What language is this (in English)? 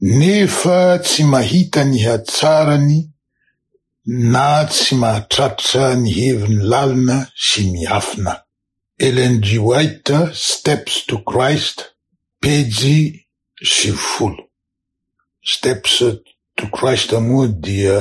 Malagasy